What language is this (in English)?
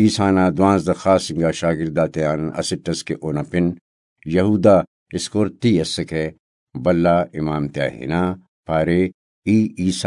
Brahui